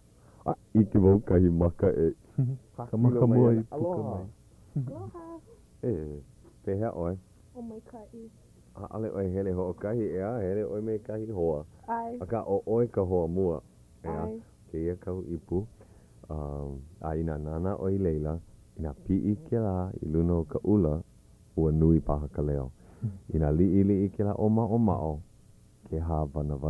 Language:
Hawaiian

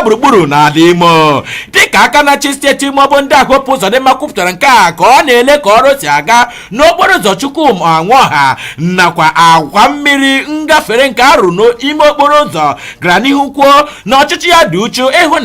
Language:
Igbo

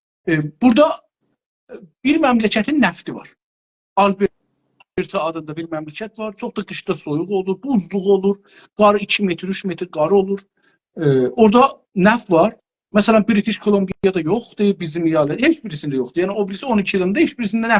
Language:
South Azerbaijani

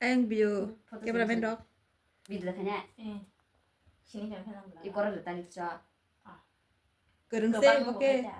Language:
Kok Borok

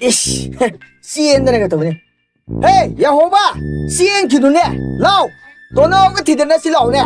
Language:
Manipuri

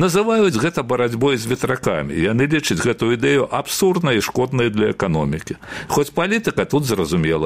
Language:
Belarusian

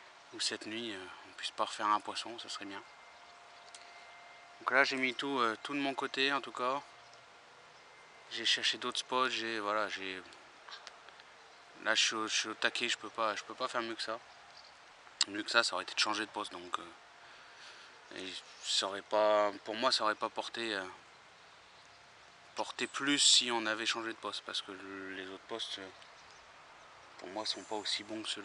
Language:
French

